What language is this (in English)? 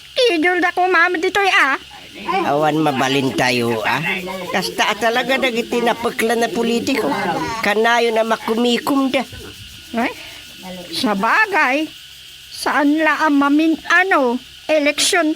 Iloko